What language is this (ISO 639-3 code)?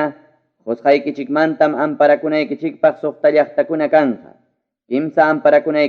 quy